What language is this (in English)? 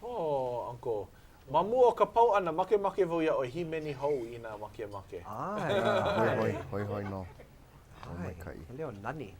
Hawaiian